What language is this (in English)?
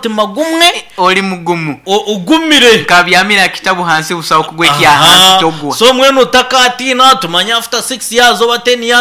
Nyankole